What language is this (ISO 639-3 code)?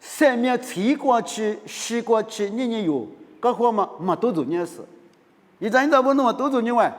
lis